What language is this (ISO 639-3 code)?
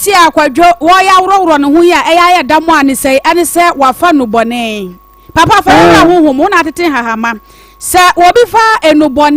aka